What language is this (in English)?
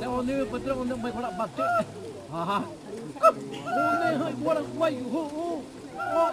Xavánte